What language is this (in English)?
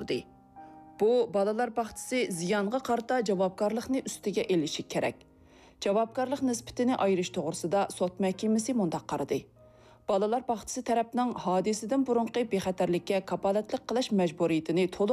Uyghur